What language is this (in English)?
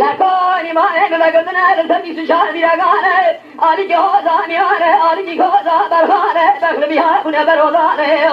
Kurdish